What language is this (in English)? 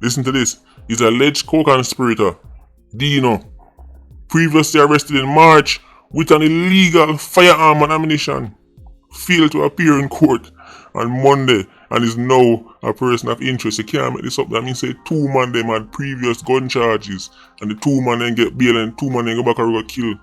Jamaican Creole English